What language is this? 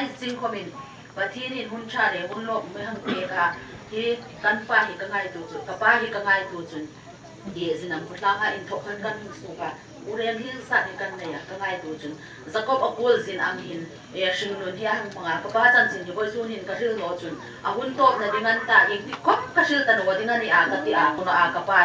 Hmar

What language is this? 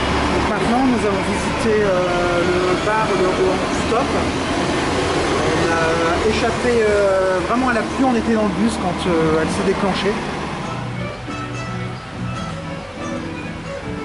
French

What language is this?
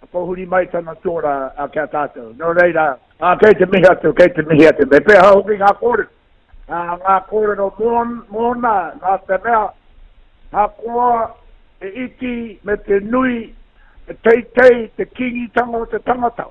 Māori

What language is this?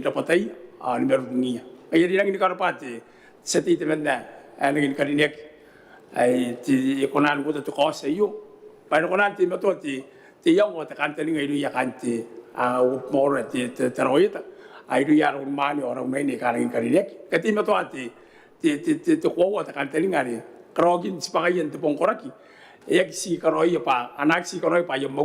Gilbertese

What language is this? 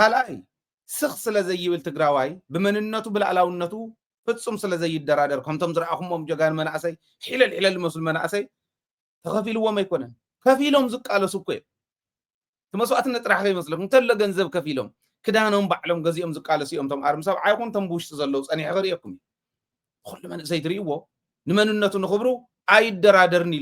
Tigrinya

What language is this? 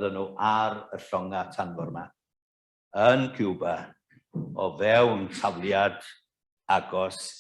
Welsh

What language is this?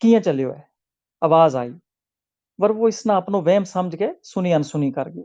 Gujari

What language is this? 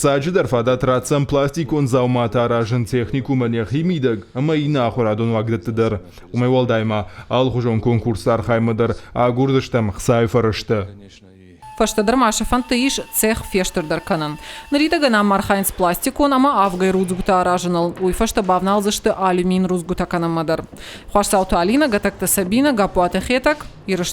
Ossetic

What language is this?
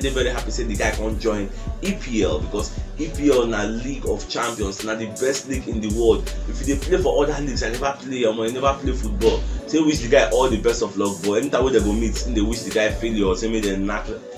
Nigerian Pidgin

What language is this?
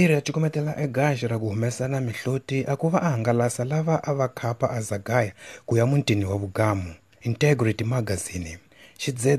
Tsonga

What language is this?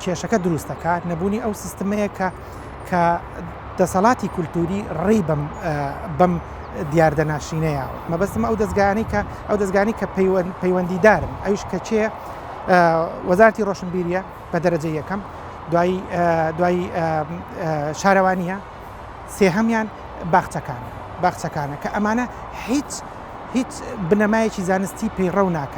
Central Kurdish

